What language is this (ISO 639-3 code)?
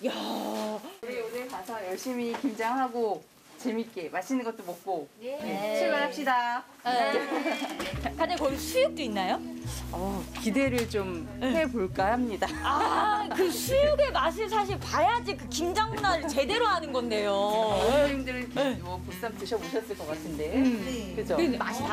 kor